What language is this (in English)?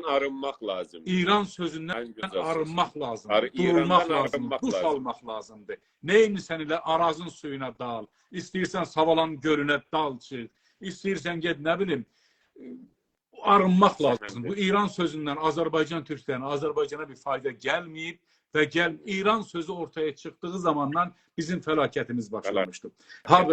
South Azerbaijani